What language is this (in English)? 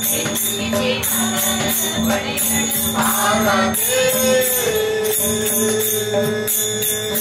Kannada